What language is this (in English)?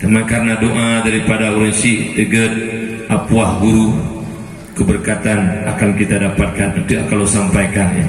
Achinese